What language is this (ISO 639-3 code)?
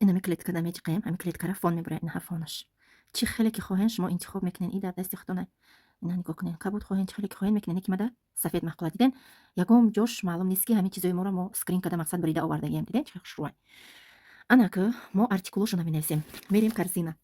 tgk